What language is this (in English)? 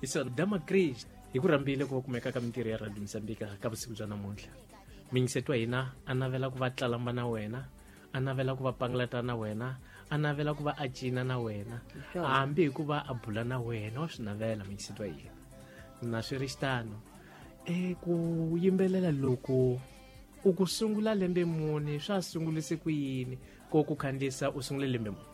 Tsonga